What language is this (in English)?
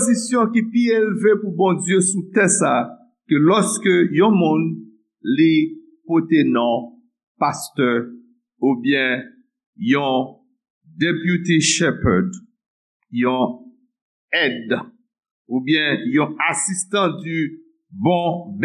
Haitian Creole